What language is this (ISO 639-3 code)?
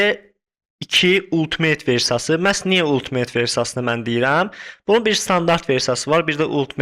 aze